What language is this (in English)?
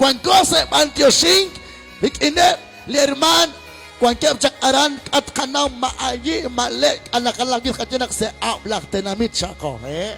Kekchí